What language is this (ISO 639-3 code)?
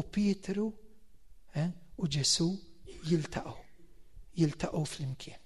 mlt